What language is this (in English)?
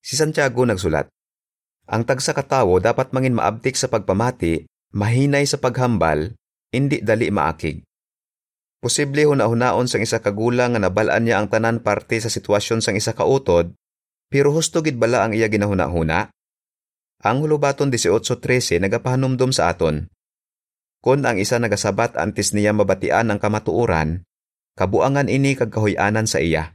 Hiligaynon